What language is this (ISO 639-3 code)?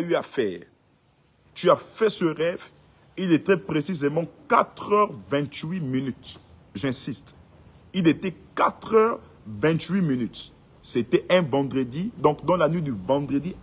fra